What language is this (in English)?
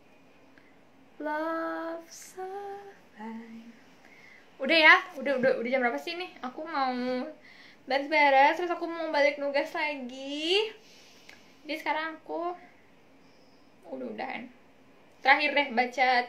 Indonesian